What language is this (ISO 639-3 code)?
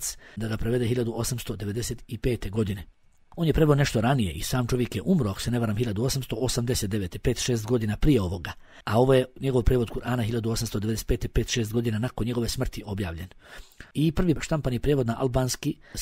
bos